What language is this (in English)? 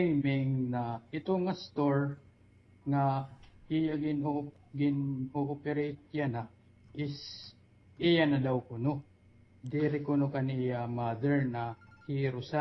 Waray